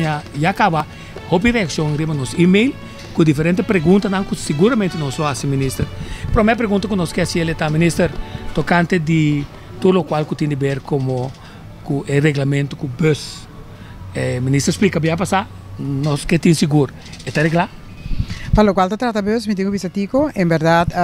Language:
Papiamento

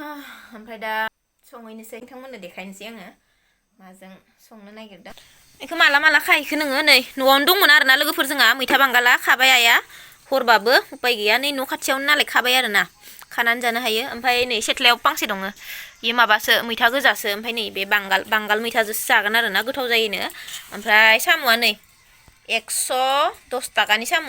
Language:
Bodo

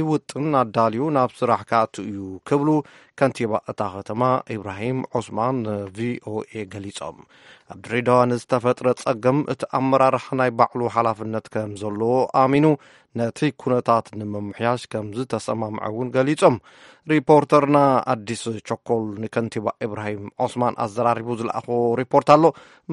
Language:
Tigrinya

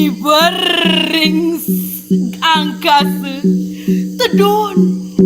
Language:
Balinese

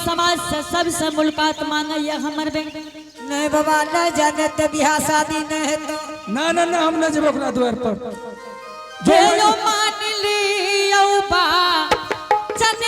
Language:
Angika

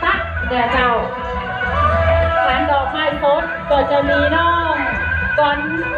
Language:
Lao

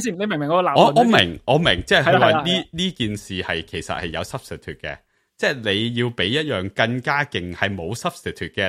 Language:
Cantonese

